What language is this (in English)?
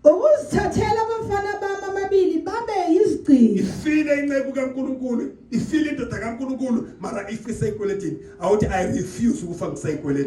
Zulu